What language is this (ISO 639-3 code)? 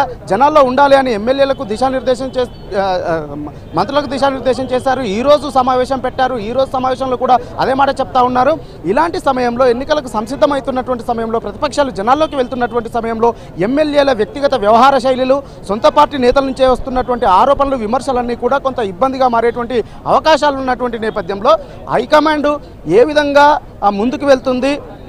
tel